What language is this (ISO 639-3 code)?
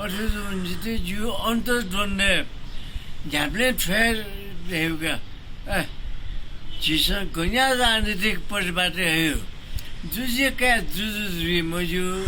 new